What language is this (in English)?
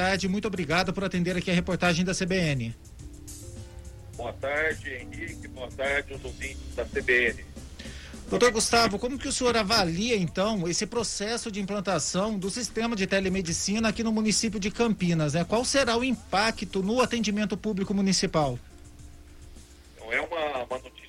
Portuguese